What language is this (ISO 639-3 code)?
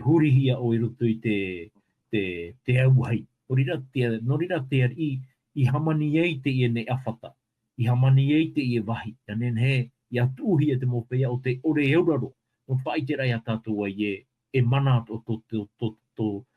tah